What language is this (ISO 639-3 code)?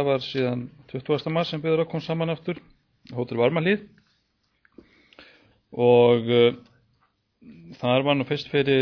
isl